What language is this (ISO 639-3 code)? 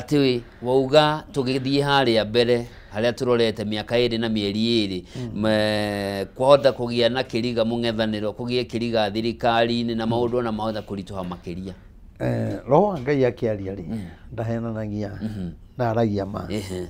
kik